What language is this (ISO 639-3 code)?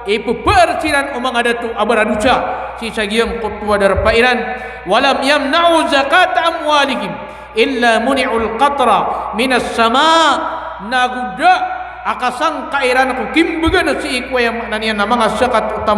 mrw